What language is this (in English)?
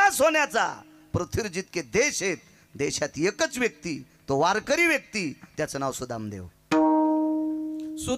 Marathi